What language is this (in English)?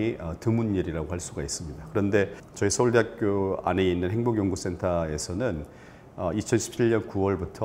Korean